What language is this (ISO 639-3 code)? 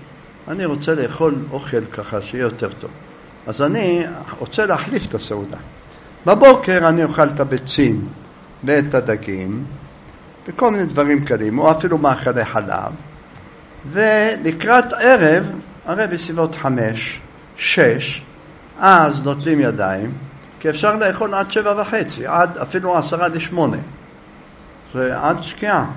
heb